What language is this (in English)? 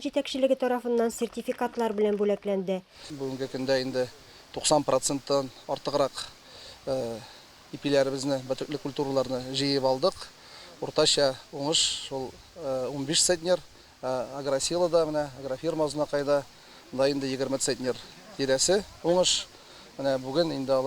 Tatar